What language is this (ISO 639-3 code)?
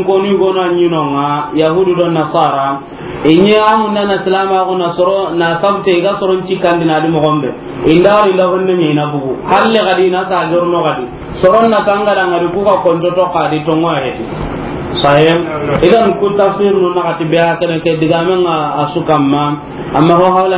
snk